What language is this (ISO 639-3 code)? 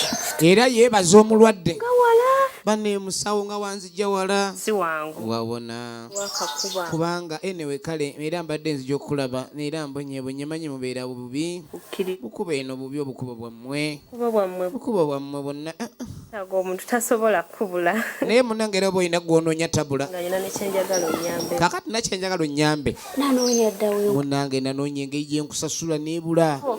lug